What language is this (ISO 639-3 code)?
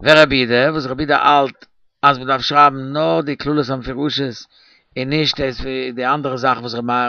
yid